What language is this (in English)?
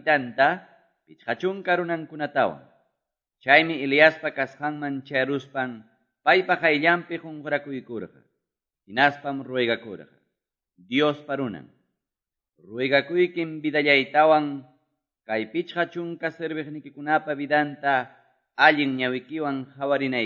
Quechua